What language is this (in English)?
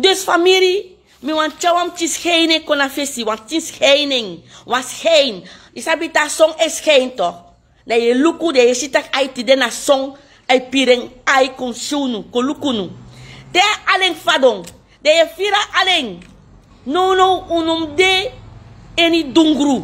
Sranan Tongo